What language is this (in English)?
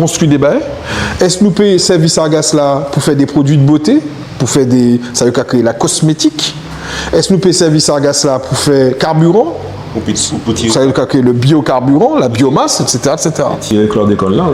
Guadeloupean Creole French